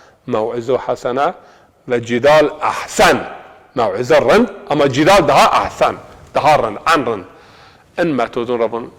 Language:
Zaza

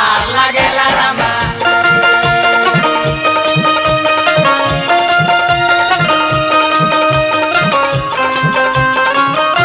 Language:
Bhojpuri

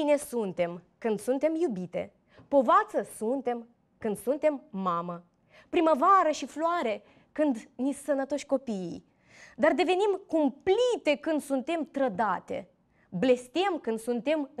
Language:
Romanian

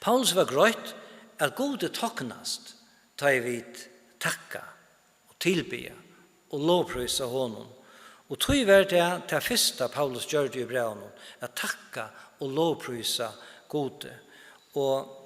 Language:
Faroese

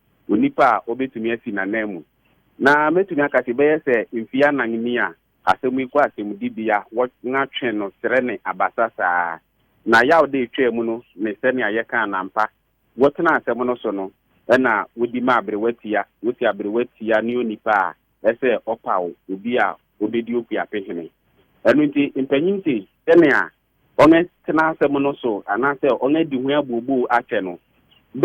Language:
Akan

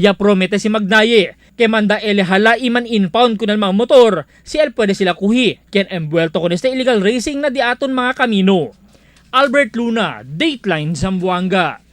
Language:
Chavacano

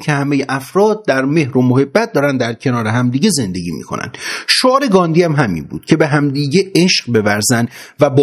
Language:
Persian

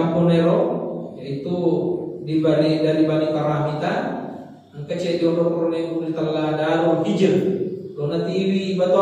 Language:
Buginese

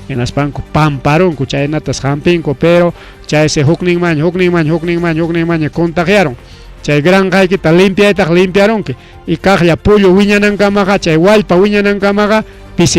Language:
Ayacucho Quechua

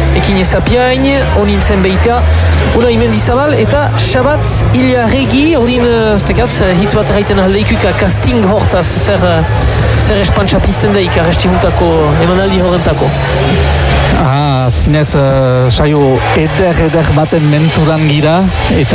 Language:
Basque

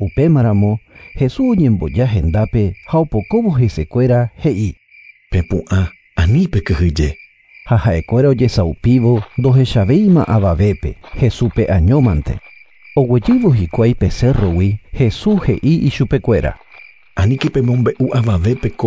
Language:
Guarani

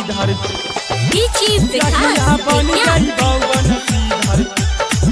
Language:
Bhojpuri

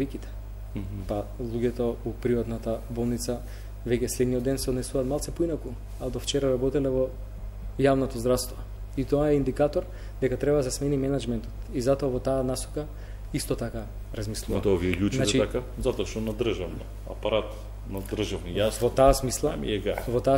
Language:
Macedonian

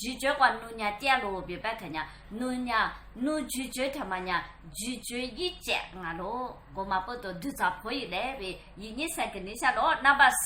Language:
Lisu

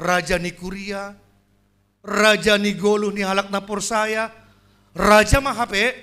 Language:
Batak Simalungun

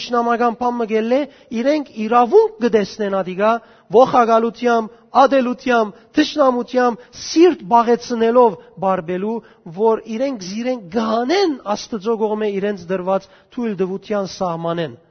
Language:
Western Armenian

